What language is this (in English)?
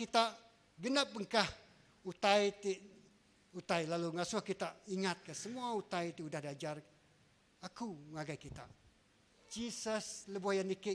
Iban